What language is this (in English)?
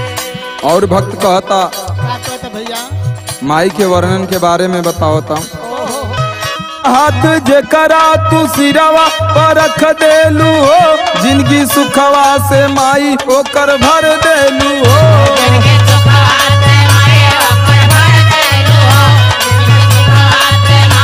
Bhojpuri